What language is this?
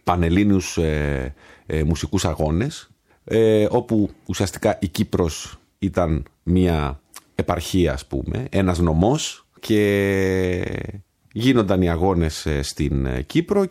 Greek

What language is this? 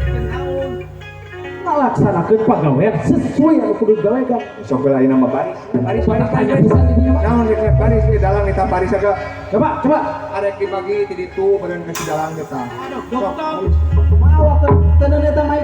Sundanese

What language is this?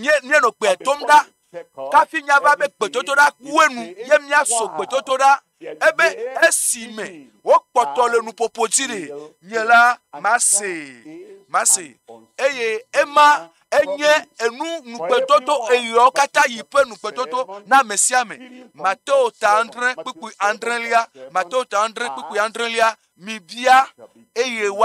Ewe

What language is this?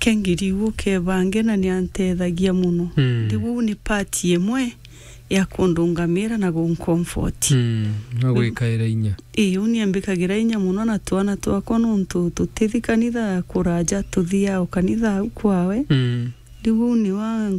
Meru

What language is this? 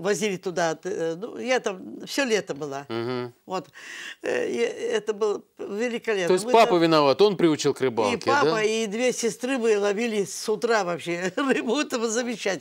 Russian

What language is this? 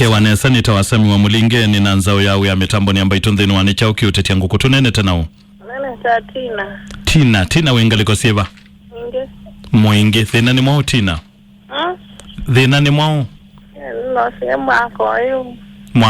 Kamba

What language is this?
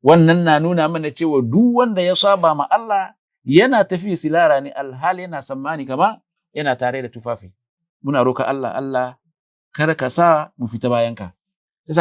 Hausa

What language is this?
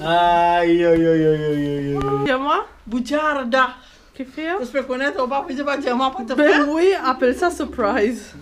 Morisyen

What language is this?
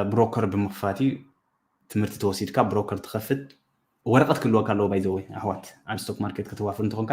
Tigrinya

